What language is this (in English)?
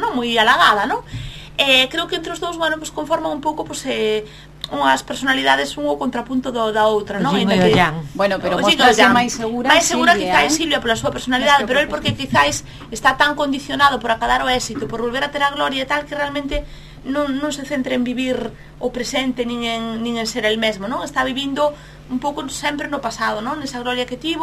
Galician